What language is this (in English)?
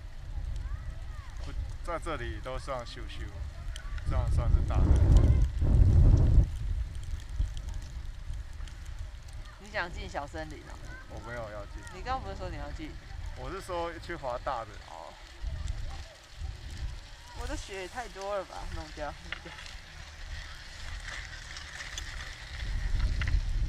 Chinese